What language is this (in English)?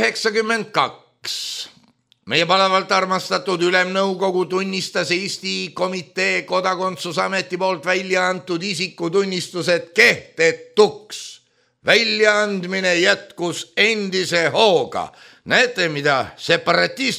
Estonian